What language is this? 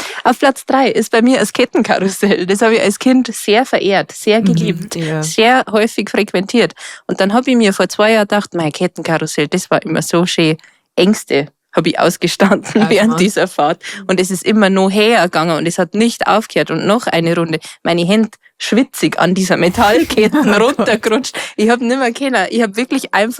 Bavarian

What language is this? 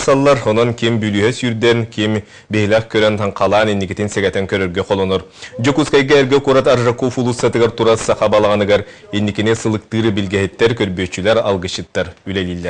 Yakut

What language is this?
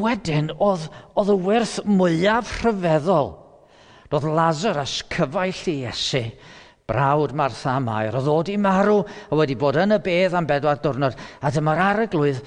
Welsh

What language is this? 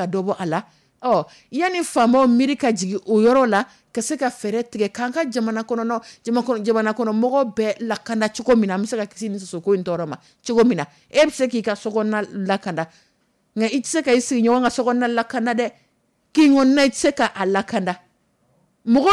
Dyula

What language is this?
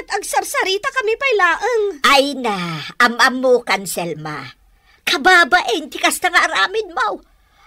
Iloko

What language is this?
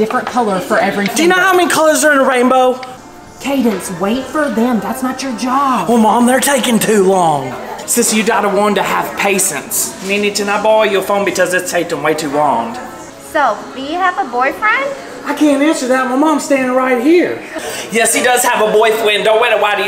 English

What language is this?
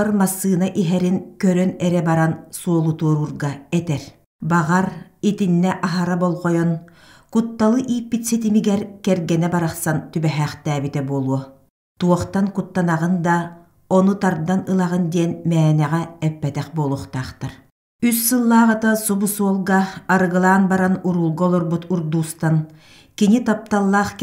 Yakut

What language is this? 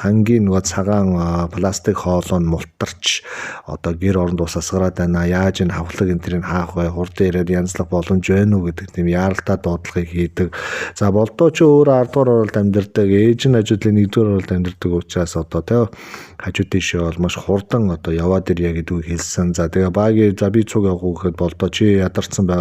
Mongolian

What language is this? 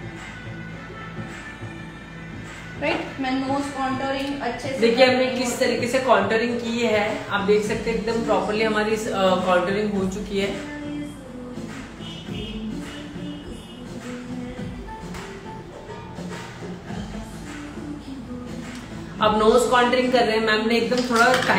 Hindi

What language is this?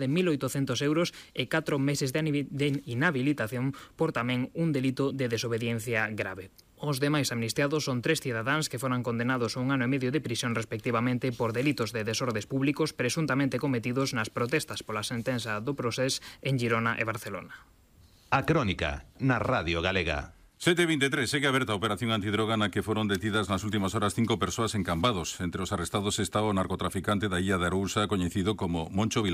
Galician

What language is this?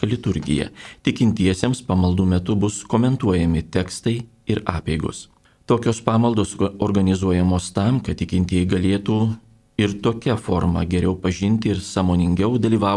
Lithuanian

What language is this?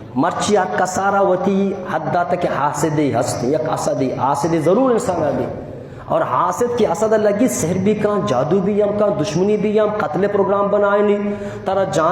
Eastern Balochi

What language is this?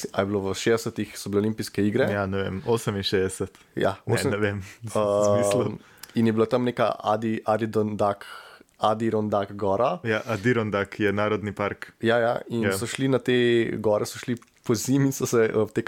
Slovenian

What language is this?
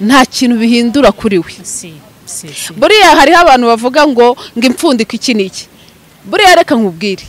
Kinyarwanda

